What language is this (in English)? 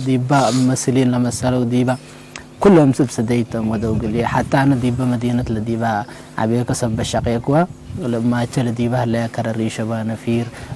Tigre